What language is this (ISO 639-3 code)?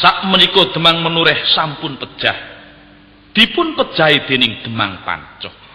jav